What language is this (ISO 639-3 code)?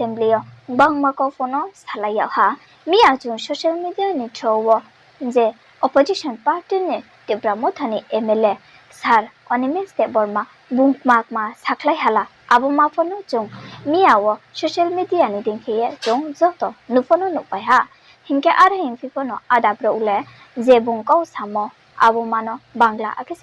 ria